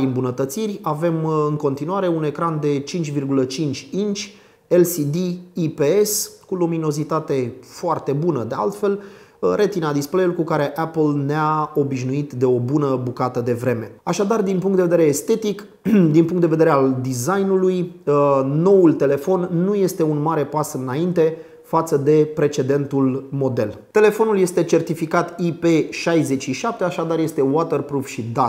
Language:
Romanian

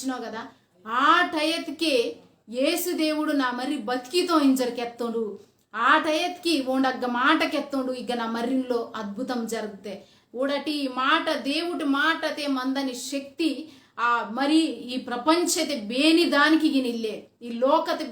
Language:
Koya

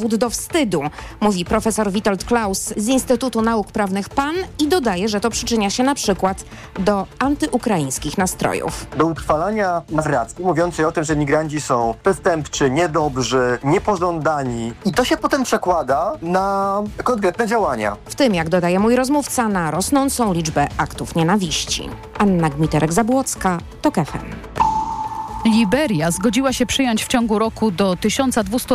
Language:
Polish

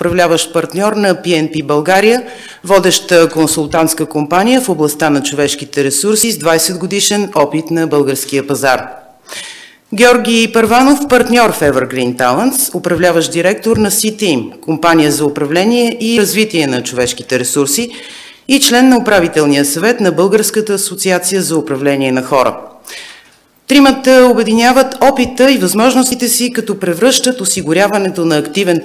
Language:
Bulgarian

